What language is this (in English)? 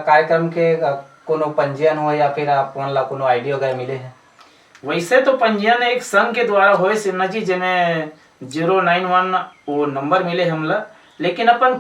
Chhattisgarhi